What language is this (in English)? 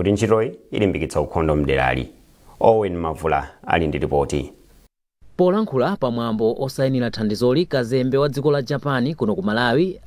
Nyanja